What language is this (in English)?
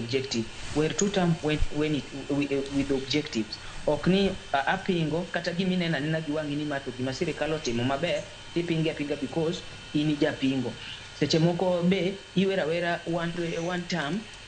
Luo (Kenya and Tanzania)